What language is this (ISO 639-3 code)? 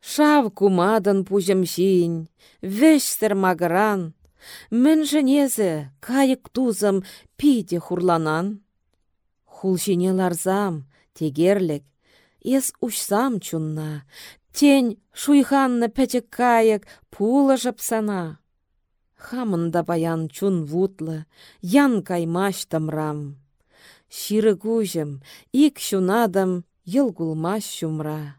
chv